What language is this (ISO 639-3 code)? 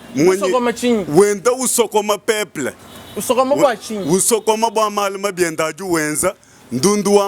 lua